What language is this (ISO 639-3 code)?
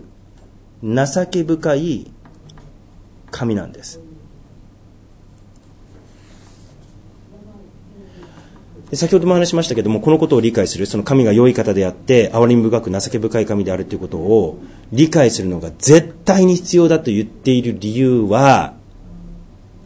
jpn